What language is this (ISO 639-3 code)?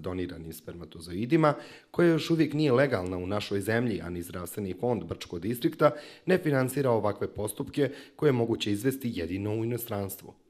bos